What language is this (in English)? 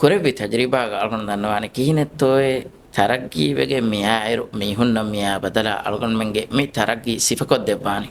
Divehi